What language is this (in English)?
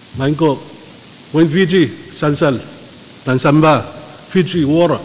Pohnpeian